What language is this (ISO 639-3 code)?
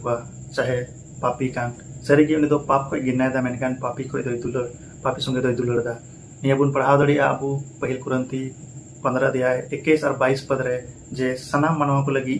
sat